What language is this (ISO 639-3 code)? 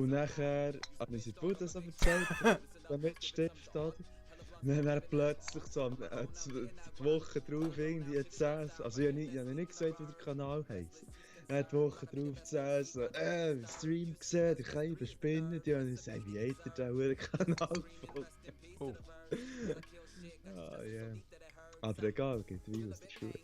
gsw